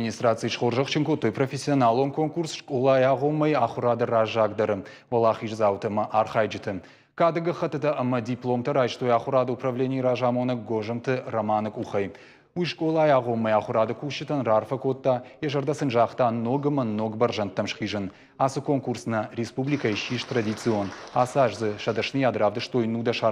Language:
Ossetic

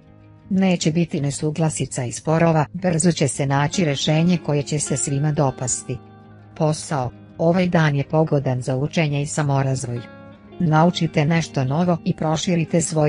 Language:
Croatian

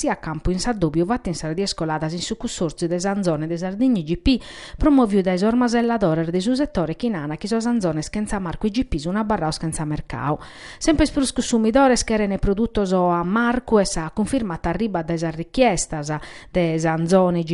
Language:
Sardinian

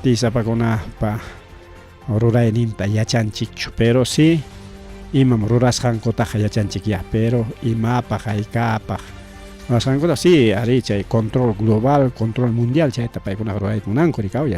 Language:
Ayacucho Quechua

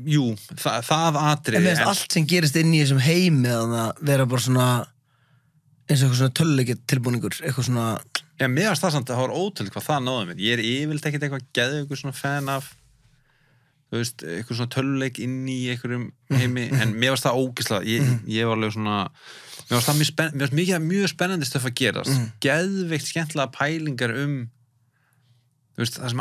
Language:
Icelandic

